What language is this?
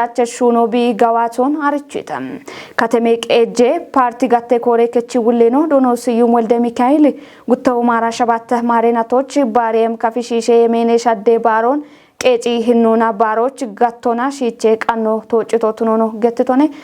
Kafa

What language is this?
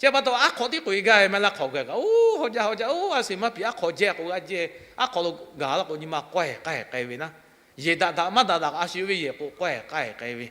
Lahu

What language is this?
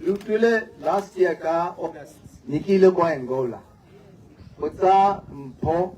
Tswana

